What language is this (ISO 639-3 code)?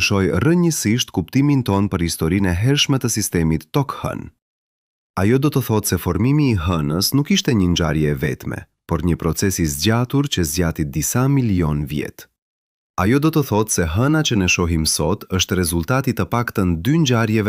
sqi